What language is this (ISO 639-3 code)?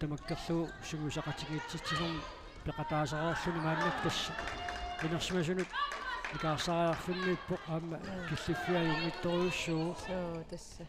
kal